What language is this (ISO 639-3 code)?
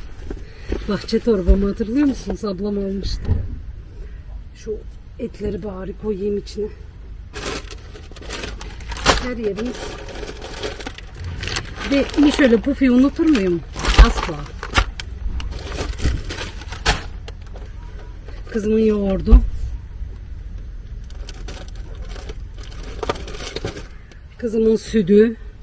tur